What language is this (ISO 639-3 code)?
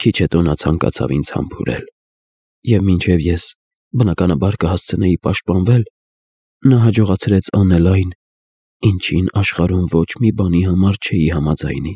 hye